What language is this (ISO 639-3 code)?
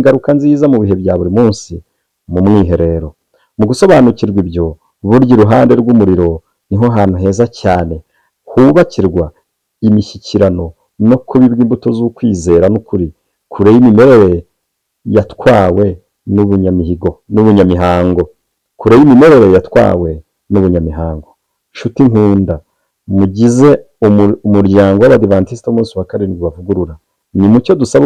kin